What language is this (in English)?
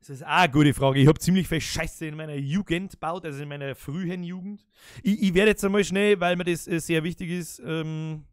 Bavarian